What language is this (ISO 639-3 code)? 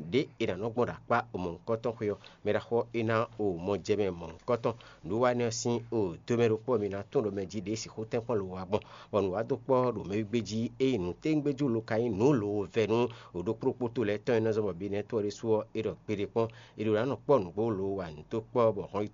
fon